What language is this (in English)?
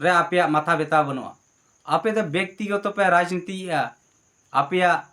Santali